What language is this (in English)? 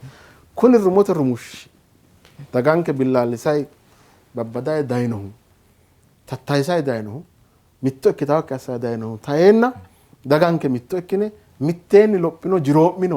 Sidamo